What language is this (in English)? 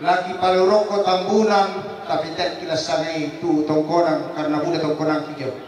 Toraja-Sa'dan